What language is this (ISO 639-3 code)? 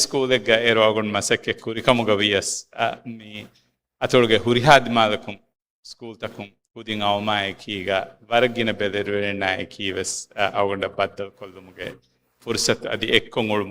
div